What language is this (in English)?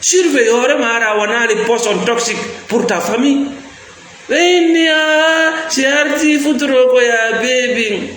Fula